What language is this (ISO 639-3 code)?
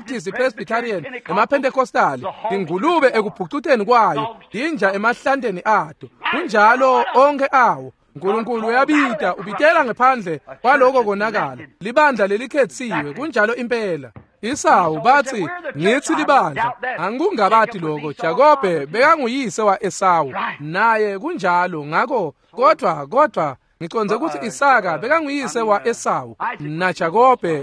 ssw